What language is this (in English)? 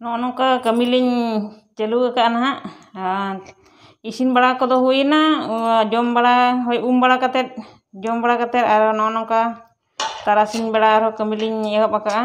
Santali